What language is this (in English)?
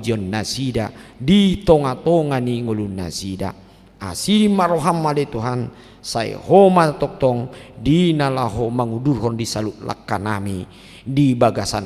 Batak Toba